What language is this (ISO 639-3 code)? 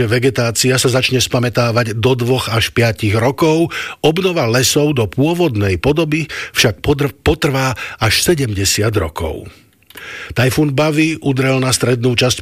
slk